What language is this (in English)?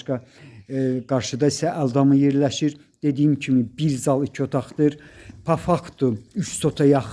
Azerbaijani